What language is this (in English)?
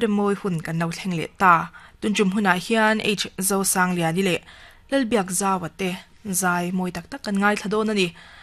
Mizo